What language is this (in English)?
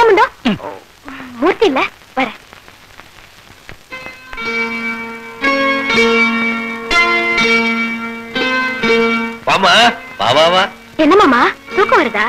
Tamil